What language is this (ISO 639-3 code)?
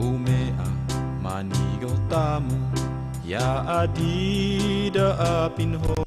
ifk